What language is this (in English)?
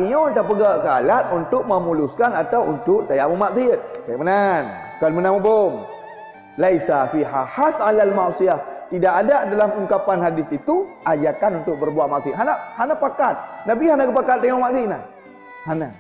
Achinese